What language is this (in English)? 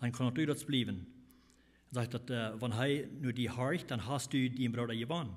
Plautdietsch